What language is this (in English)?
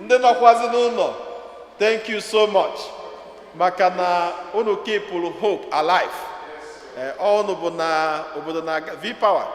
Igbo